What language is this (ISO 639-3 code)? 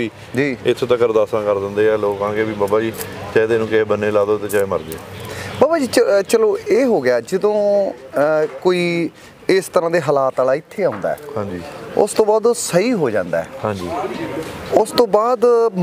pan